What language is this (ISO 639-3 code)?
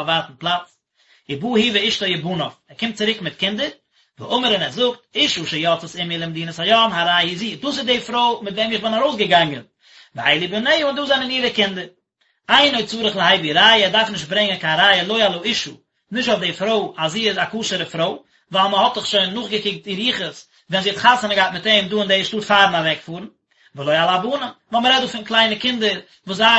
yid